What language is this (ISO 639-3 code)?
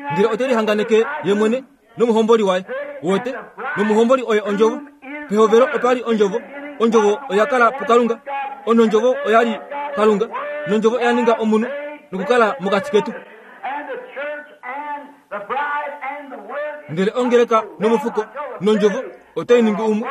kua